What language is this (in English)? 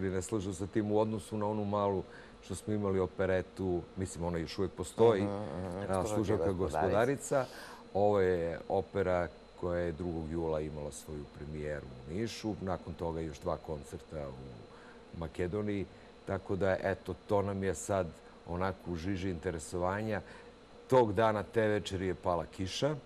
Serbian